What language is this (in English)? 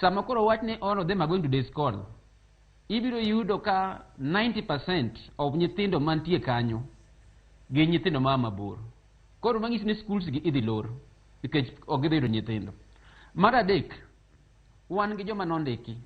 Luo (Kenya and Tanzania)